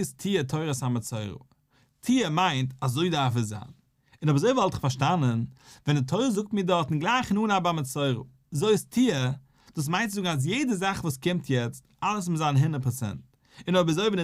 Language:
Yiddish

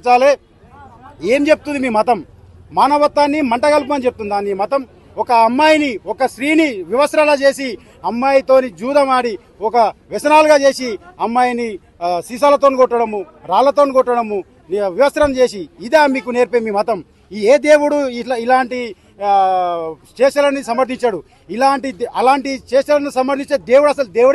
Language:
Telugu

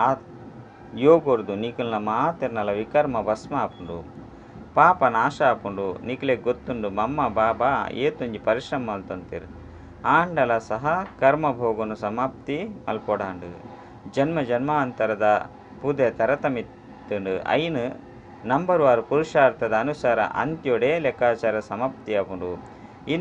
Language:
Tulu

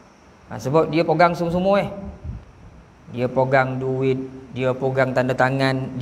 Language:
Malay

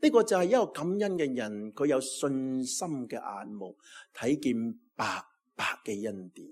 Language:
Cantonese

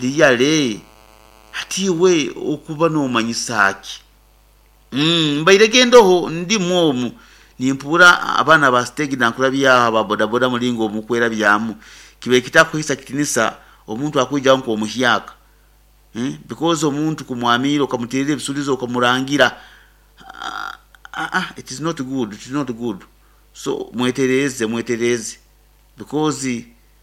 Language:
Nyoro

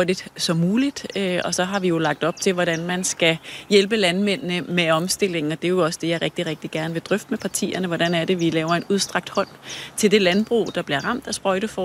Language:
Danish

